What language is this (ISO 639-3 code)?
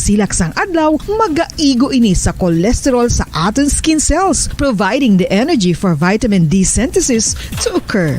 hil